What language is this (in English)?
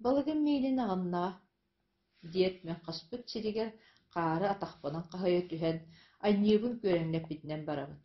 Yakut